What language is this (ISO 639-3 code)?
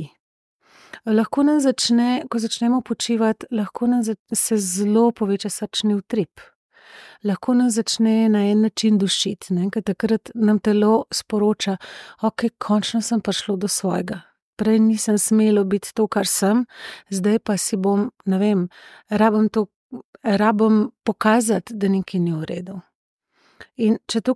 slv